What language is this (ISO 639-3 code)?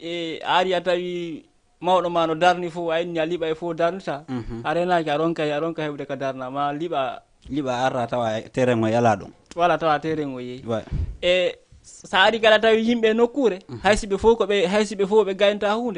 ful